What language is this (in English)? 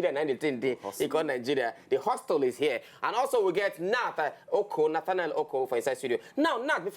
Nigerian Pidgin